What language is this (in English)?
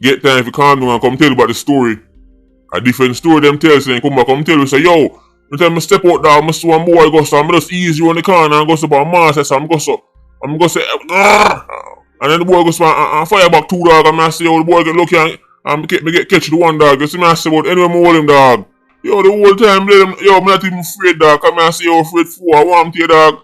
Jamaican Creole English